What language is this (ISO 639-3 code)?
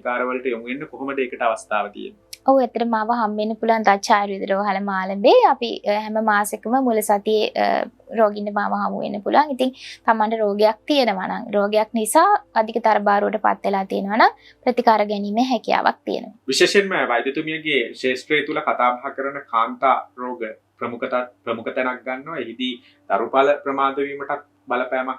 sin